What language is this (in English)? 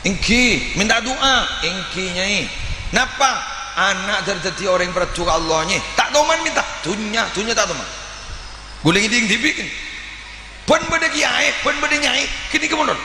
Madurese